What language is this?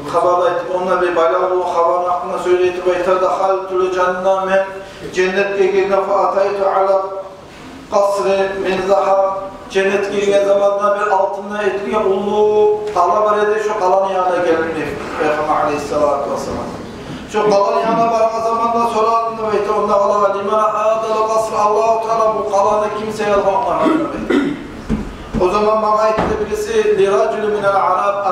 Kumyk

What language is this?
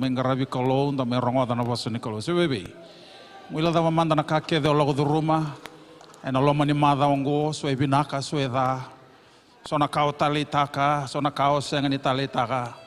Fijian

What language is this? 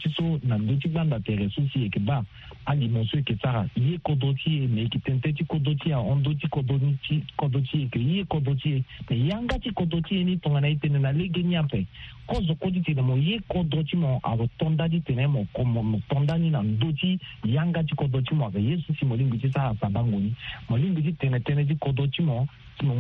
Sango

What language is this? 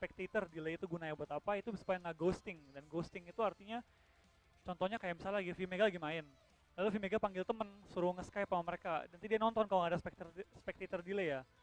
Indonesian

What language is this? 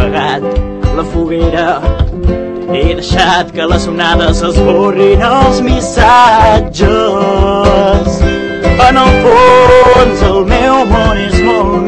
Catalan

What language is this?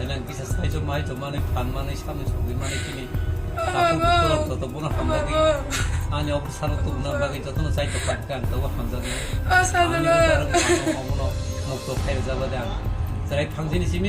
Kok Borok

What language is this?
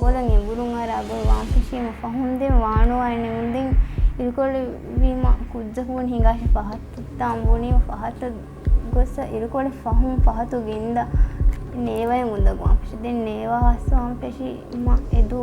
Divehi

